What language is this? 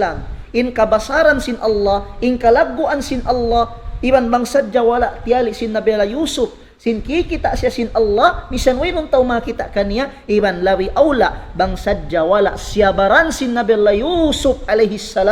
Tausug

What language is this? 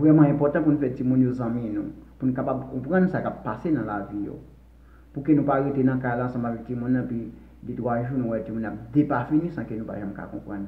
Haitian Creole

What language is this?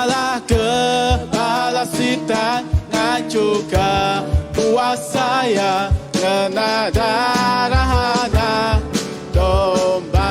Iban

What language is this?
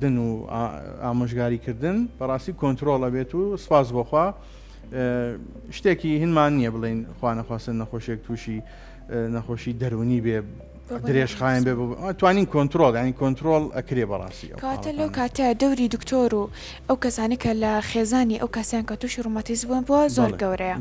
Central Kurdish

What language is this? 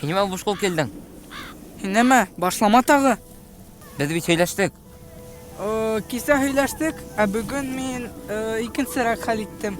Bashkir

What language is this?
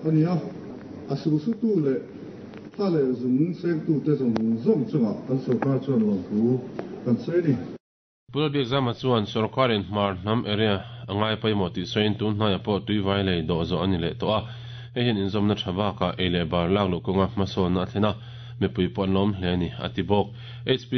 Mizo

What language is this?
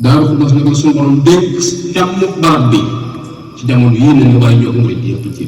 Wolof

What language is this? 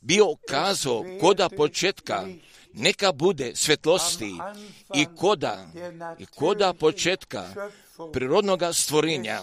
Croatian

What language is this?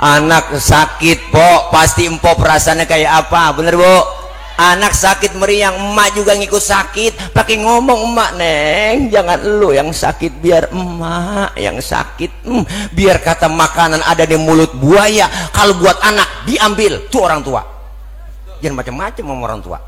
Betawi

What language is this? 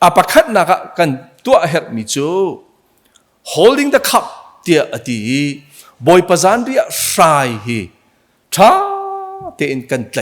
Hakha Chin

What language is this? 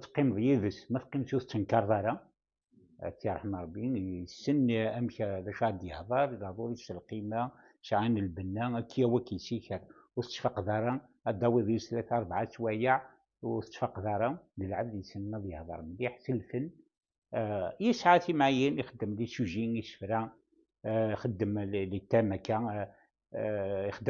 Kabyle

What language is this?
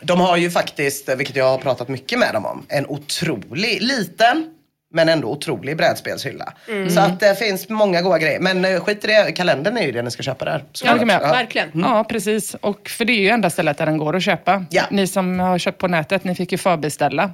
Swedish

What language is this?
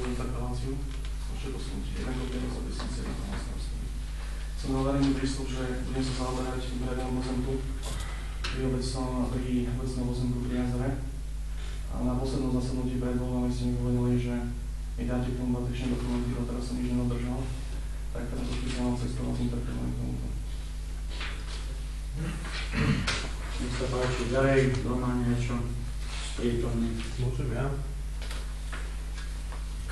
Slovak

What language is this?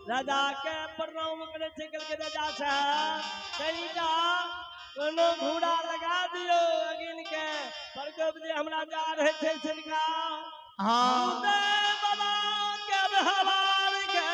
Maithili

